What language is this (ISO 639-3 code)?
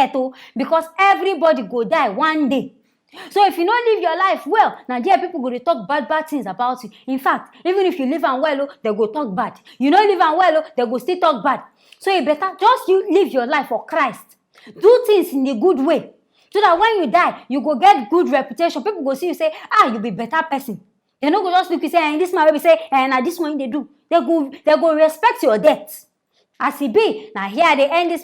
pcm